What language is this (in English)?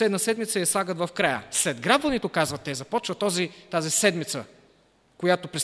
Bulgarian